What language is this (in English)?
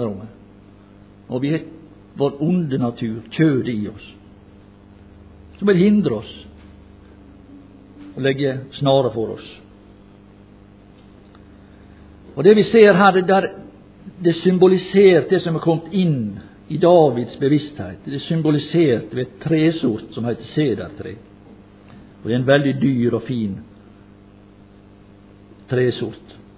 Norwegian